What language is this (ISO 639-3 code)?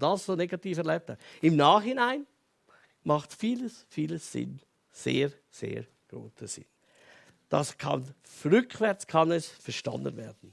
gsw